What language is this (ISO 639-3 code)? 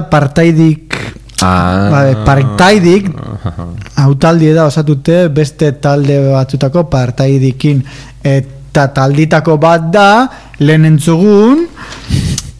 eus